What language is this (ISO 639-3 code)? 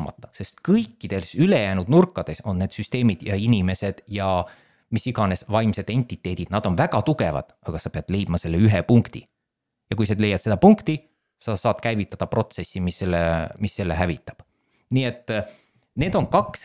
est